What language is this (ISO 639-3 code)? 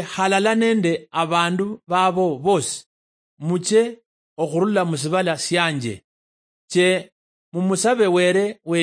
luy